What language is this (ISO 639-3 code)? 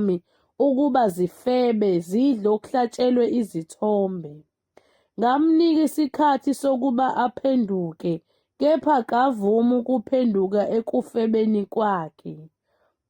zul